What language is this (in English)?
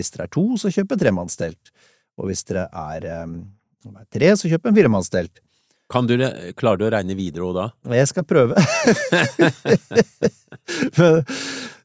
Norwegian